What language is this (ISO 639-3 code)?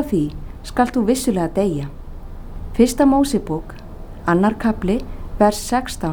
isl